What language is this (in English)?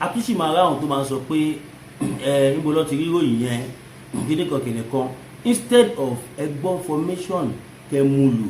Yoruba